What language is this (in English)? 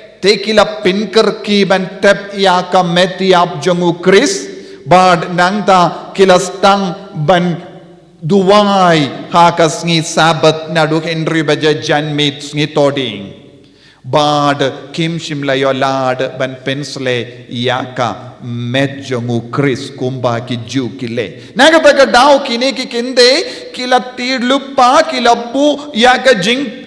Khasi